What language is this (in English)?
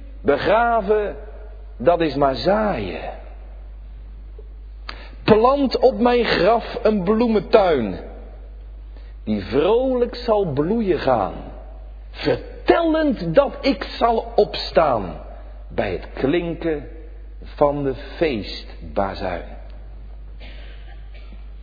Dutch